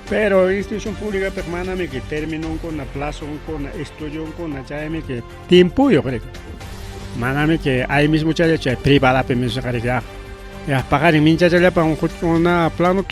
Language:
Ayacucho Quechua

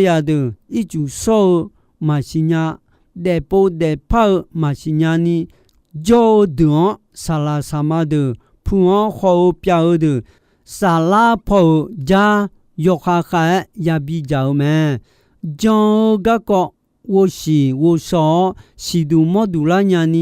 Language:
Akha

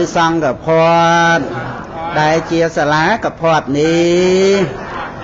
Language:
Khmer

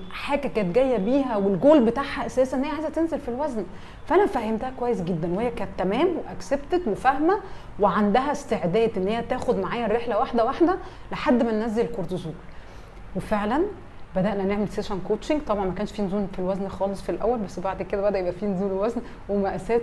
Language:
Egyptian Arabic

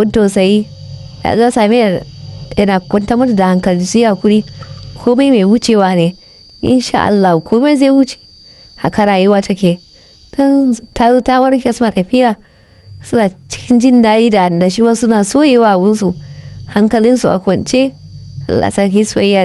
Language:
Hausa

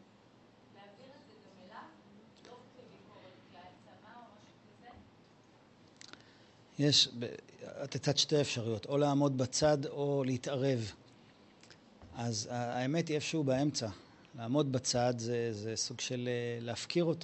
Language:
Hebrew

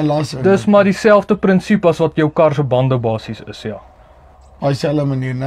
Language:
Afrikaans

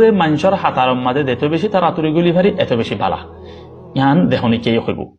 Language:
Rohingya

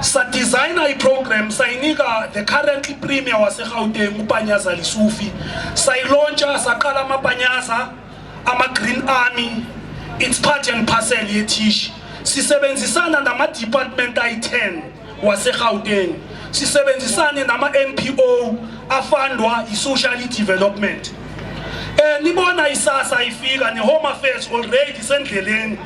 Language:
Zulu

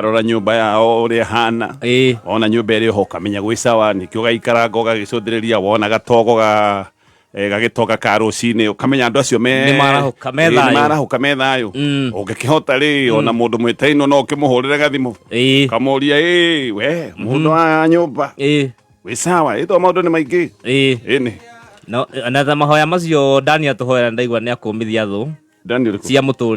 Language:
Kikuyu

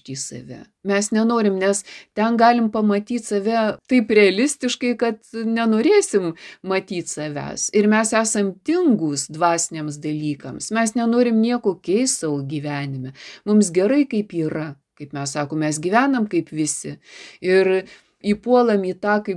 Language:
Lithuanian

